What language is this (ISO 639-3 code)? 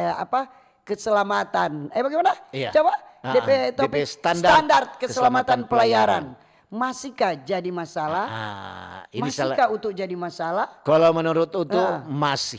xmm